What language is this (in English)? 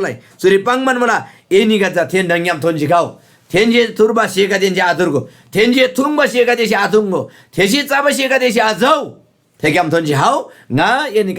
Eastern Tamang